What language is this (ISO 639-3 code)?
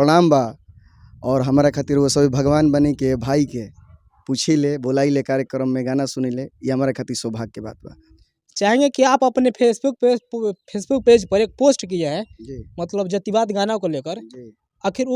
bho